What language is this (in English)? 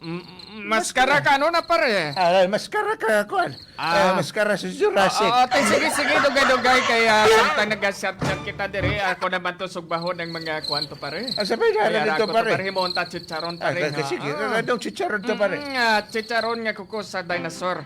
Hiligaynon